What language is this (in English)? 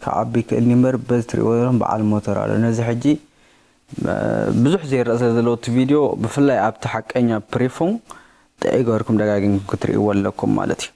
Tigrinya